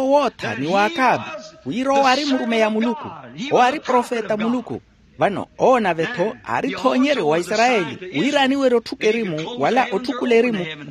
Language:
Makhuwa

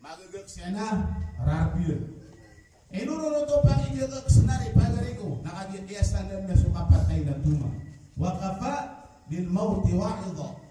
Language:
Maranao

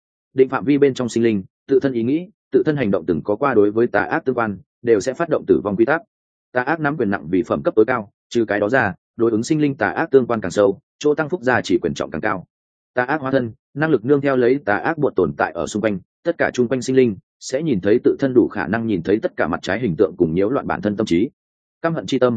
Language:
Vietnamese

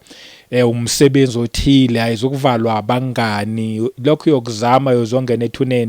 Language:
Zulu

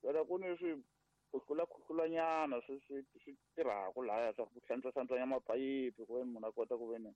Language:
Tsonga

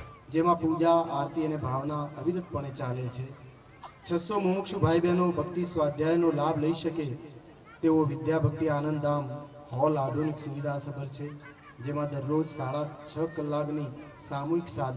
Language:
Gujarati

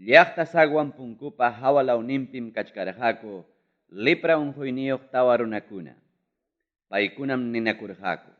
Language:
Ayacucho Quechua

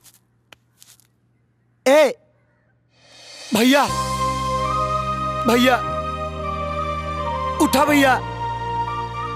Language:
Bhojpuri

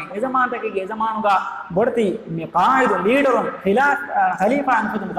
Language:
Divehi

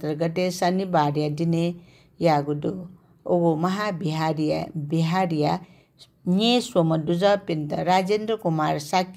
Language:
Newari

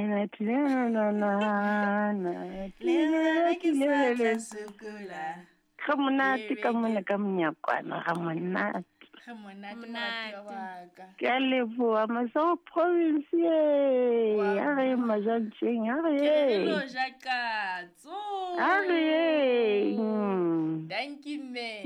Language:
Southern Sotho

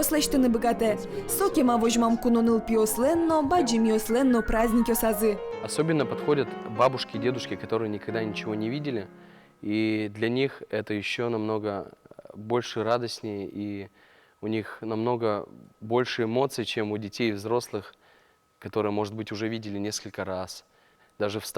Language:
Udmurt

